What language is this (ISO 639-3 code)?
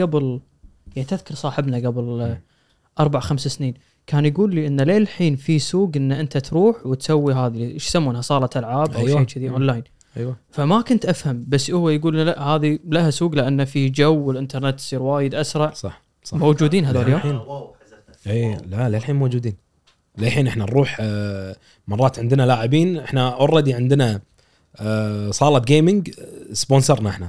afb